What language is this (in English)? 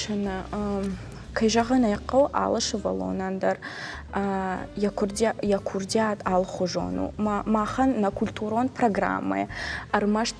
Ossetic